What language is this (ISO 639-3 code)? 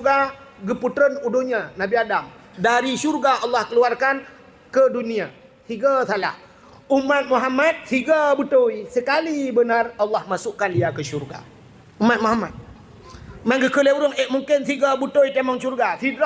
ace